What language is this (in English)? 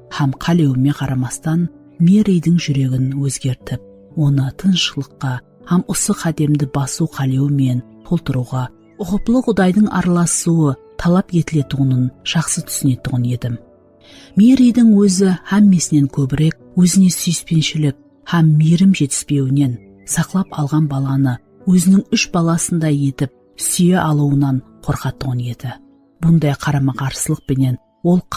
Kara-Kalpak